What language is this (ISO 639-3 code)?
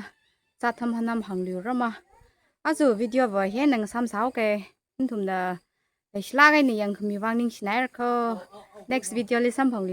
nmf